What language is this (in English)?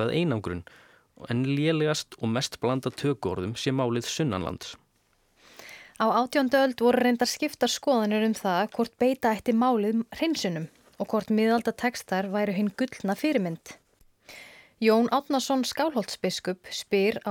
Icelandic